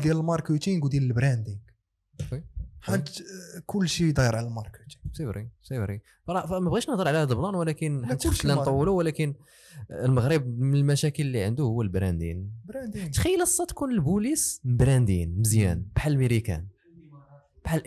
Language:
Moroccan Arabic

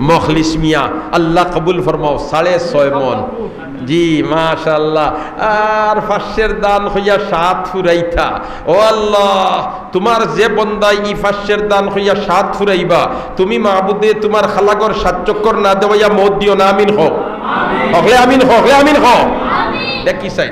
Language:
Sylheti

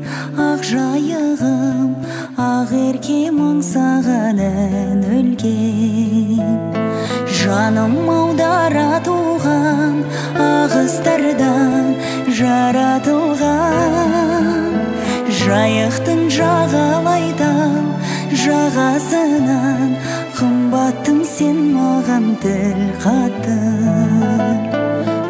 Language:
Kazakh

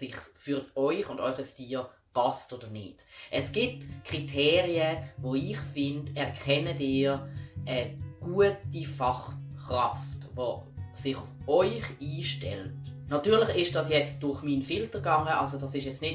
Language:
Swiss German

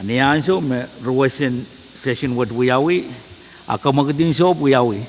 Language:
Pohnpeian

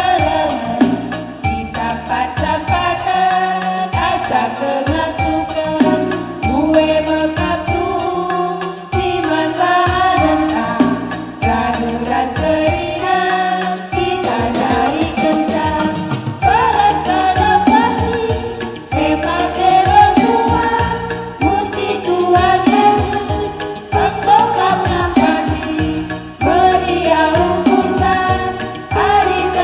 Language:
Batak Karo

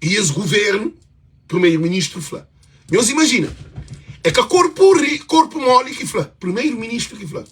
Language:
Kabuverdianu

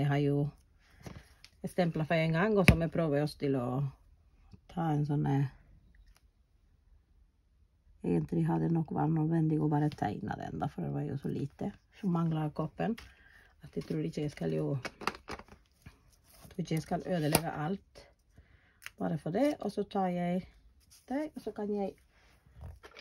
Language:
Norwegian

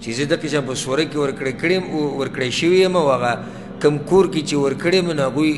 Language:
Pashto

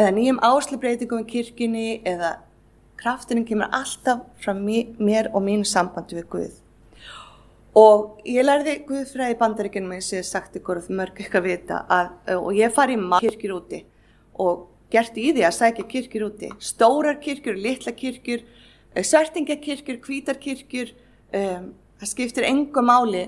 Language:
Icelandic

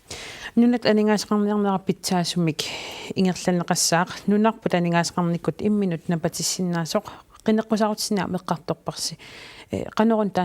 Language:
Kalaallisut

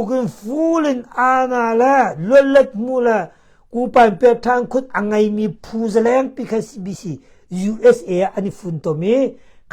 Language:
Hakha Chin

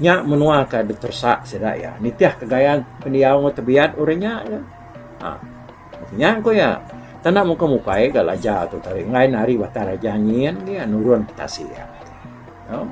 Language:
Iban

